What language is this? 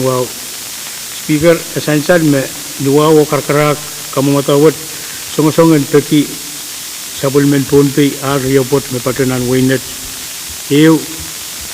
Pohnpeian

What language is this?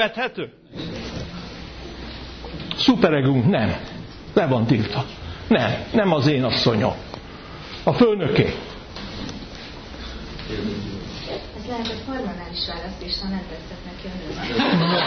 Hungarian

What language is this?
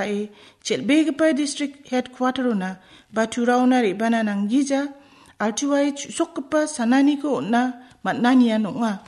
Garo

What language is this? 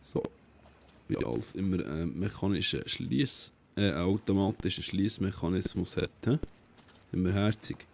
Swiss German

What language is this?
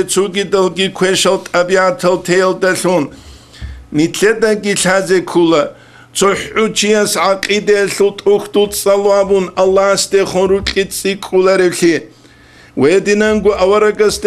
Avaric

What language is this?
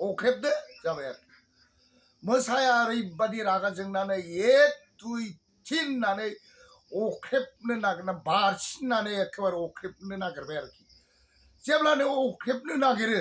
Bodo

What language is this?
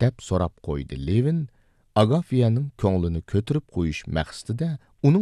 Uyghur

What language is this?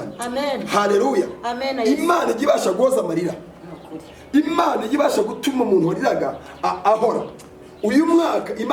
Kinyarwanda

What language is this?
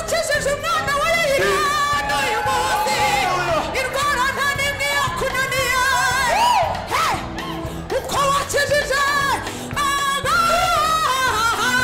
Kinyarwanda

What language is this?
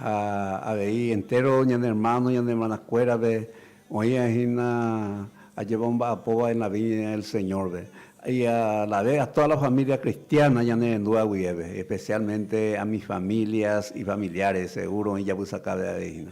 Guarani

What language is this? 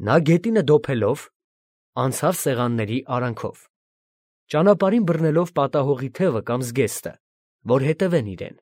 Armenian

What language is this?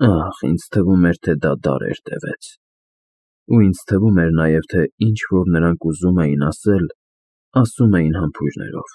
Armenian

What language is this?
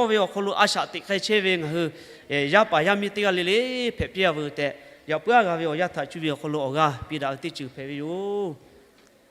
Lahu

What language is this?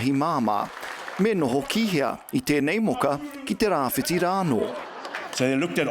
Māori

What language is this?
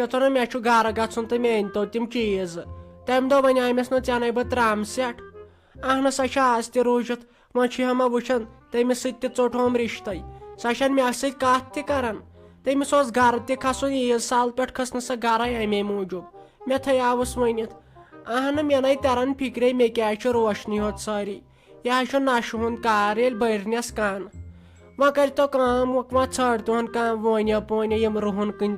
Kashmiri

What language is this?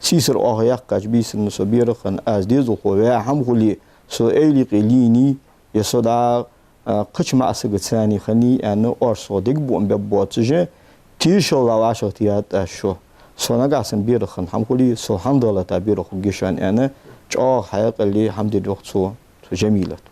Ingush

